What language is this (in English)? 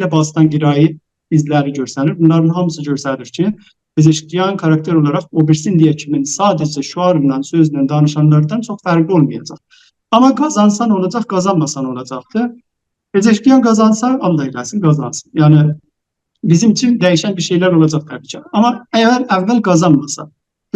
South Azerbaijani